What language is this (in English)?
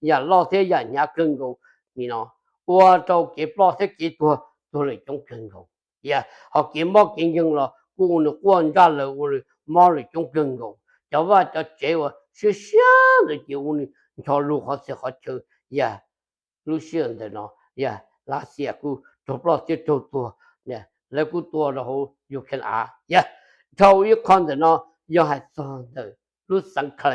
Hmong